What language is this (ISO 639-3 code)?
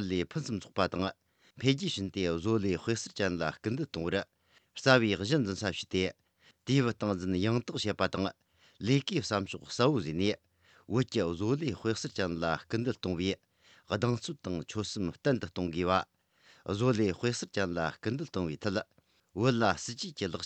bod